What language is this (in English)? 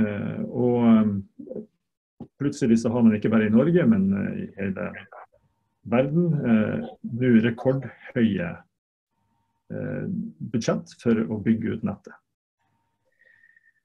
Norwegian